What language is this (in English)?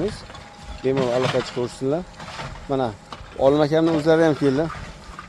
Uzbek